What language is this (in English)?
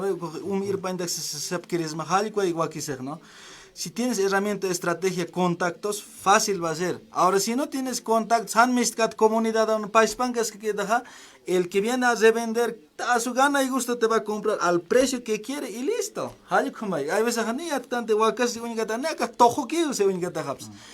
Aymara